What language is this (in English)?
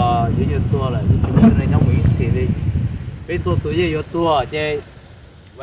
Hmong